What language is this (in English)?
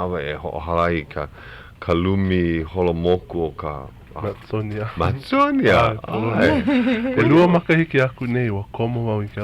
Hawaiian